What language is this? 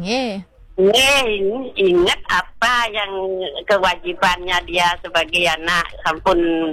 Balinese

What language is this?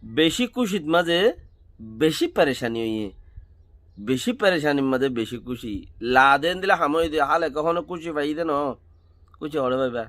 Rohingya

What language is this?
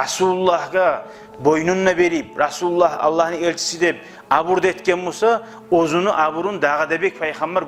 Kumyk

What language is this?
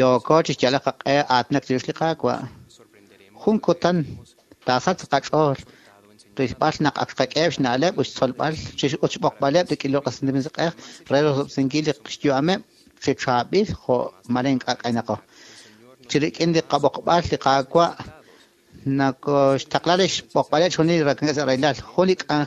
Kekchí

